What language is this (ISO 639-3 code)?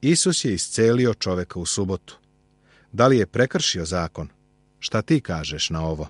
srp